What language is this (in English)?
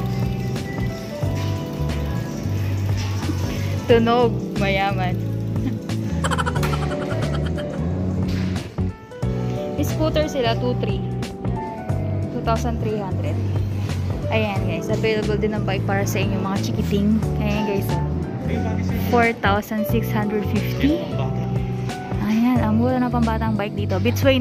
Filipino